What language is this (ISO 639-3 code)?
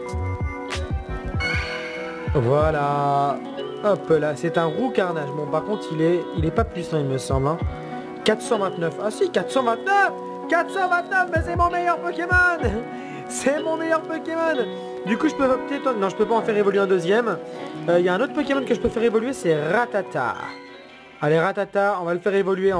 fra